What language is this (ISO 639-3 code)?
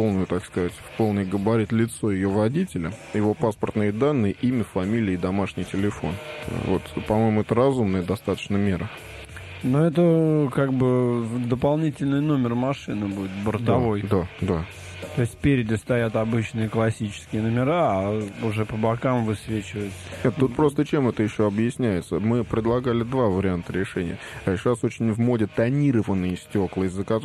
rus